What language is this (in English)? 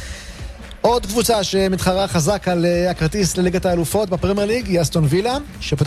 Hebrew